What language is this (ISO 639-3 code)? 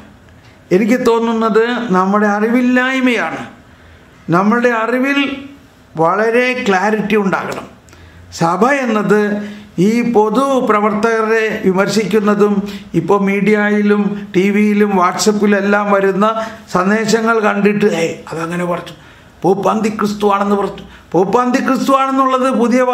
mal